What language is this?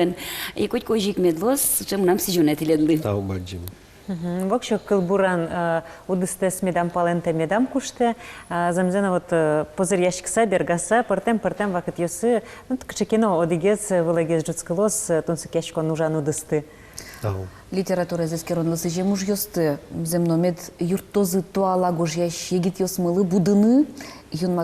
Udmurt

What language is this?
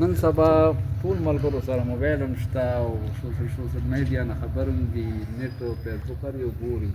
Pashto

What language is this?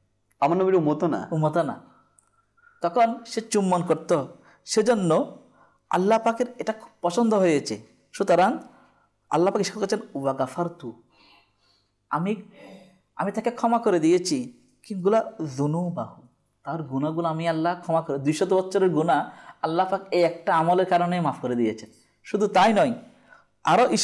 Bangla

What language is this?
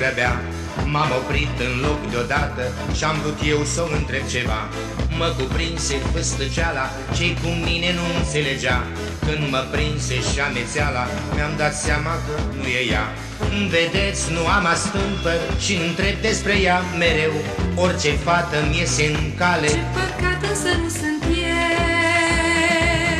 Romanian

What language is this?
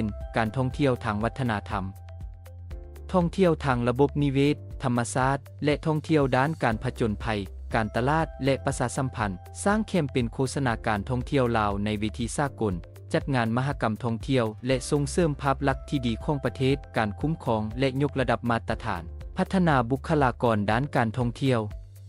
Lao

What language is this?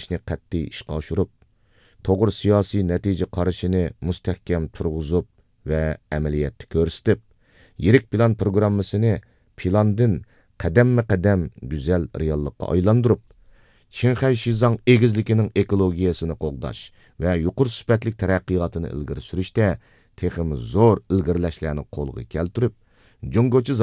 Uyghur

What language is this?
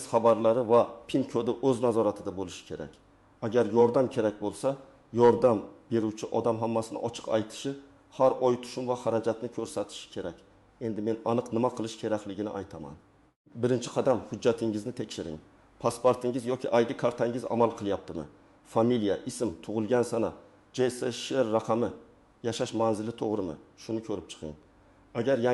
Uzbek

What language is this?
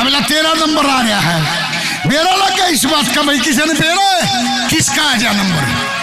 Haryanvi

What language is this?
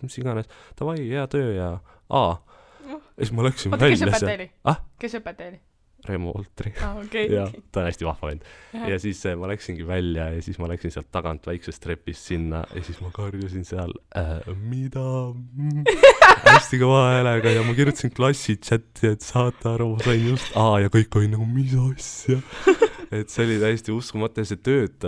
Estonian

